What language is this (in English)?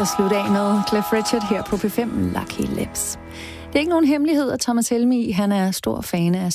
Danish